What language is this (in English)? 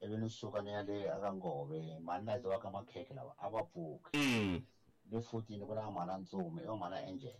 Tsonga